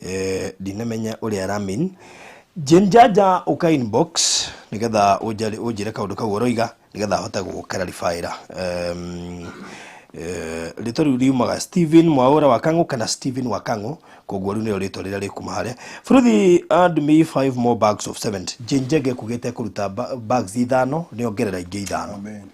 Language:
Kikuyu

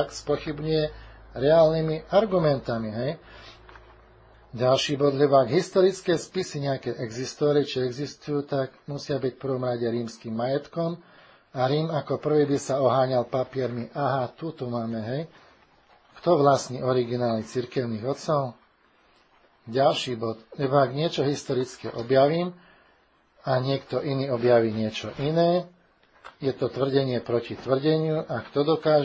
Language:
Slovak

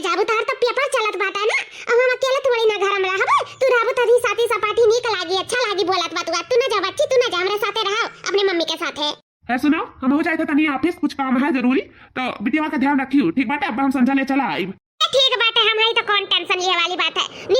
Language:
Awadhi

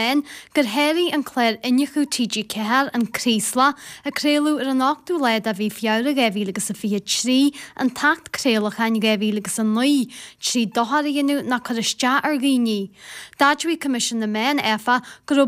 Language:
Irish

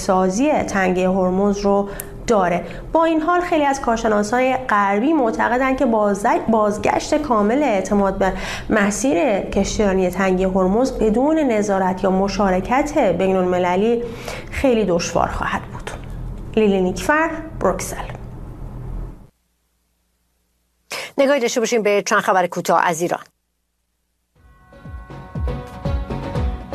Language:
Persian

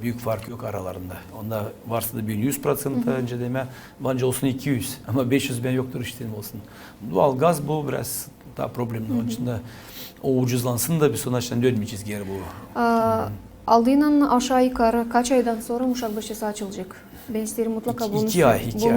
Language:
Gagauz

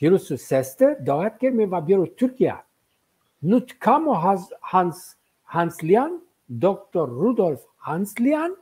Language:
Zaza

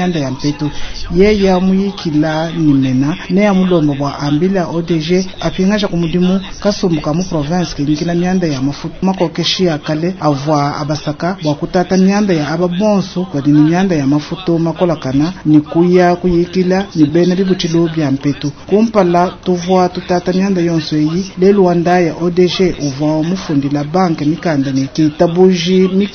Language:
Luba-Lulua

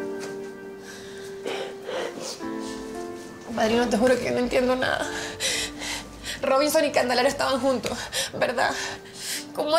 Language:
Spanish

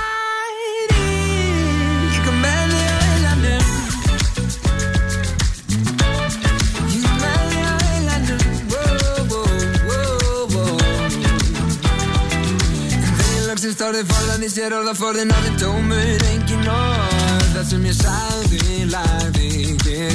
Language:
Icelandic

